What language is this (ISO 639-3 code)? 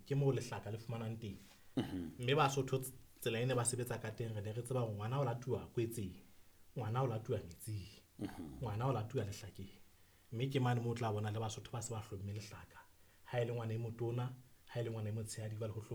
sot